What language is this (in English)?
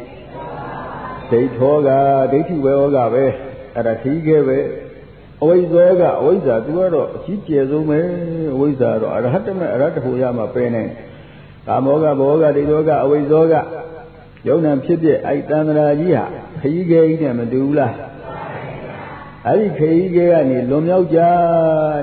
Burmese